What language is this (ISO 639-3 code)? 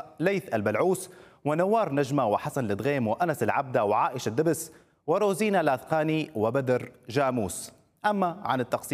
ara